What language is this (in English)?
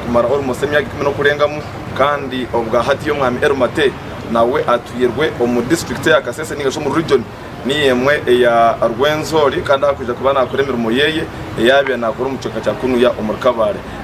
Nyankole